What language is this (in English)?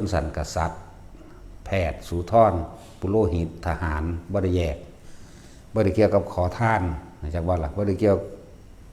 Northeastern Thai